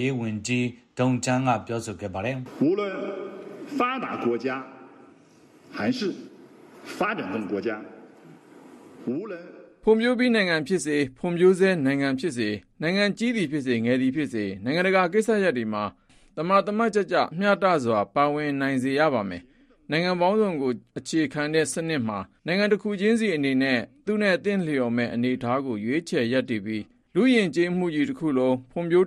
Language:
Burmese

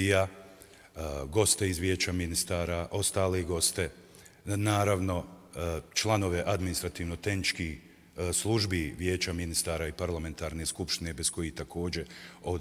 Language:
Bosnian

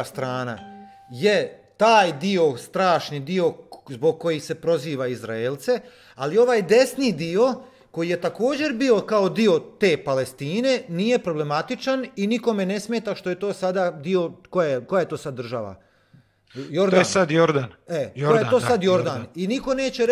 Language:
Croatian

